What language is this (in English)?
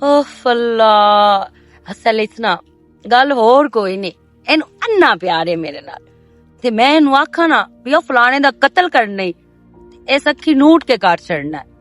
Western Panjabi